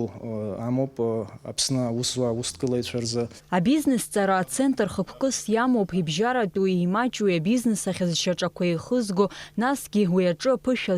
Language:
Abkhazian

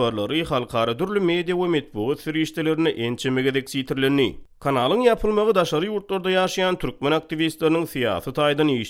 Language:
Turkmen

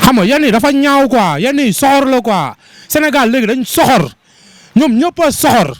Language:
Wolof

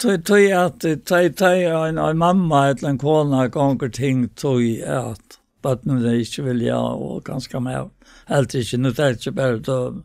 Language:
Faroese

